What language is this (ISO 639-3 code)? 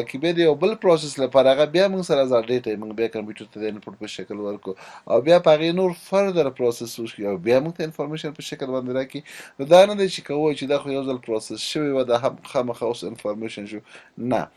pus